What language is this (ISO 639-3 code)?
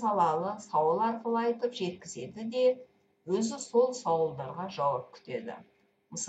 kaz